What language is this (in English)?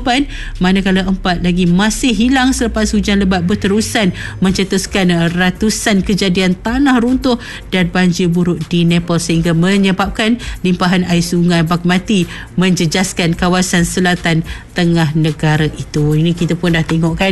Malay